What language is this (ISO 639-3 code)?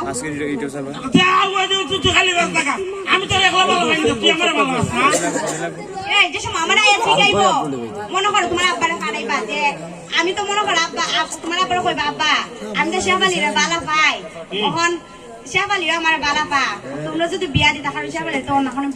syl